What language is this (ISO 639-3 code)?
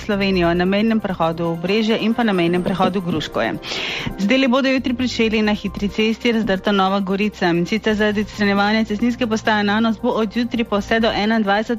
slv